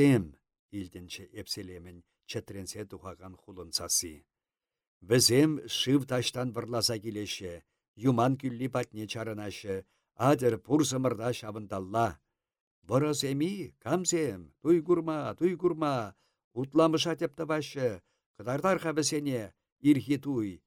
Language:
Chuvash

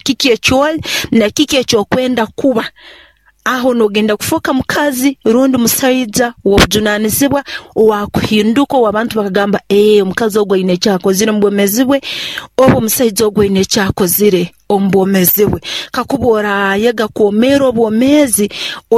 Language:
Nyoro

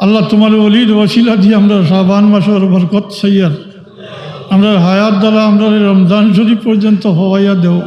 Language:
Sylheti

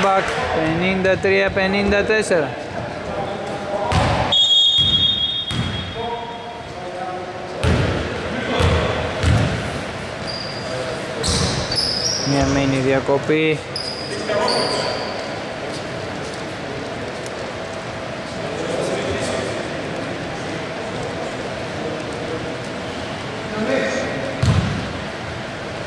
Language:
Greek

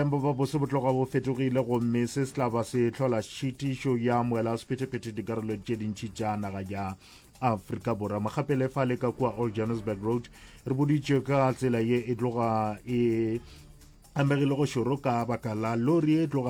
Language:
Northern Sotho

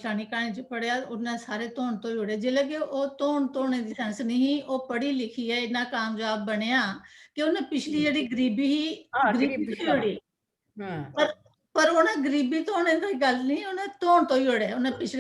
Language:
Dogri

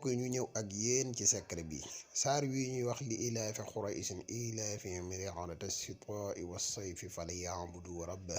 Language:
Wolof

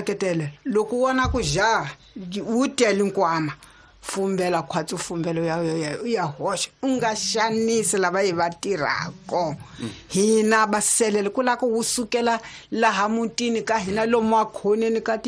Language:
Tsonga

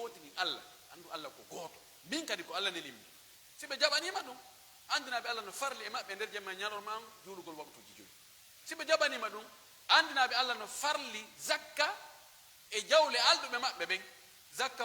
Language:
Pular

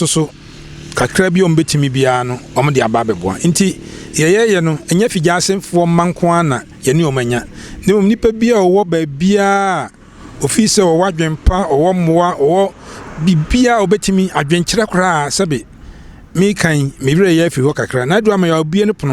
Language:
Akan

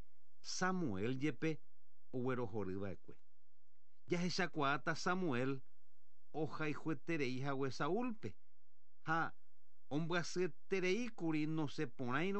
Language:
Guarani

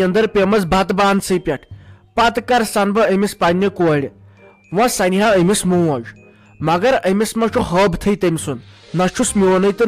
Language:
Kashmiri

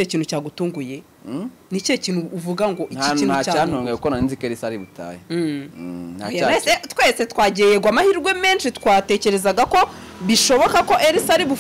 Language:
Kinyarwanda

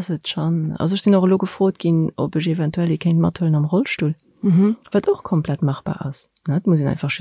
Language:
Luxembourgish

